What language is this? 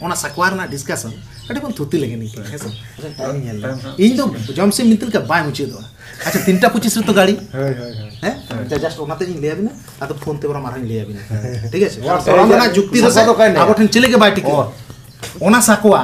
Santali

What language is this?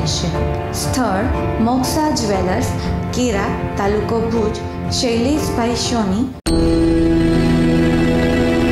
Gujarati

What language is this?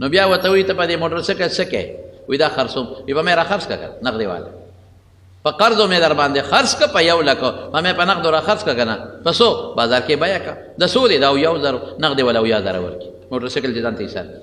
Pashto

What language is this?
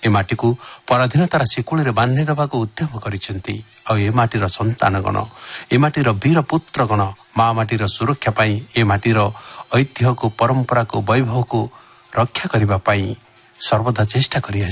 Odia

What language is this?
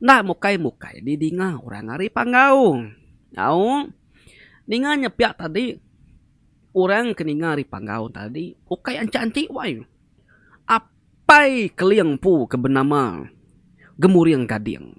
Iban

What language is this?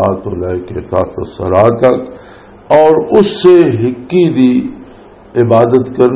Western Panjabi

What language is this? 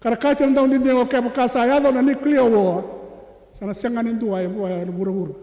Fijian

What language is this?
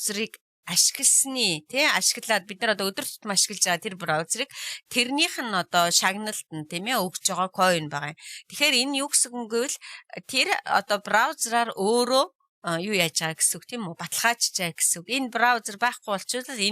Mongolian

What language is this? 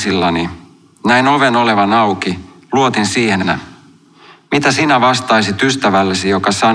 Finnish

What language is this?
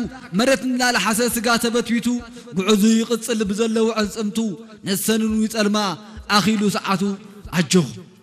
Tigrinya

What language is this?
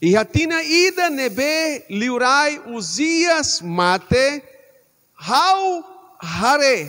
Tetum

